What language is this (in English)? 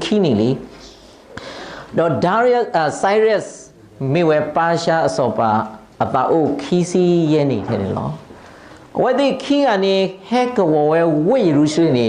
S'gaw Karen